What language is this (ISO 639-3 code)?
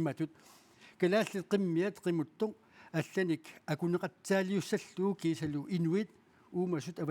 kal